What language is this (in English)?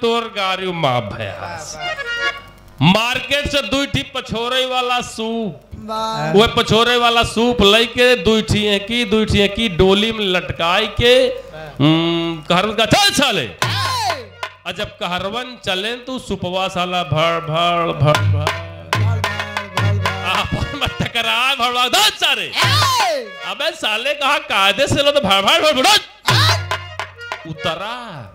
Bhojpuri